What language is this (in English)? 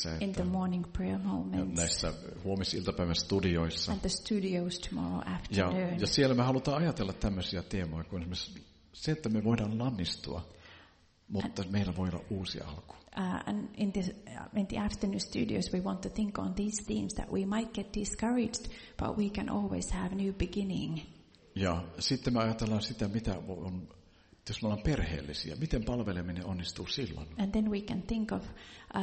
Finnish